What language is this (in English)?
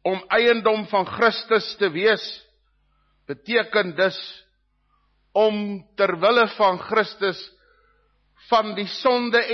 Afrikaans